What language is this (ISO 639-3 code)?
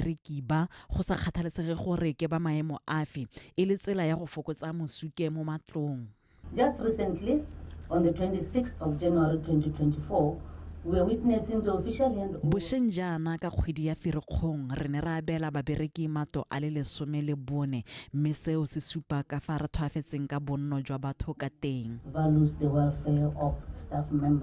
tsn